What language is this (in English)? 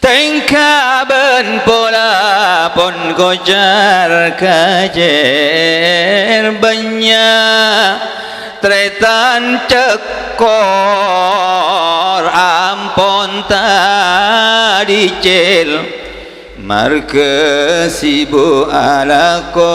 Madurese